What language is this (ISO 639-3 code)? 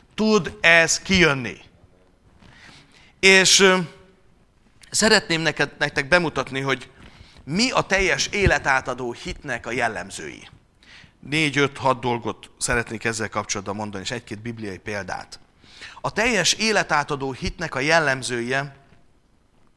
hun